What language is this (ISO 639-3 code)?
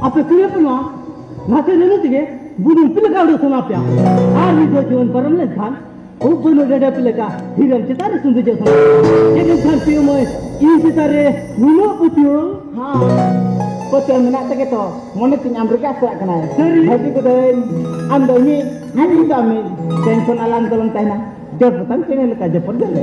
sat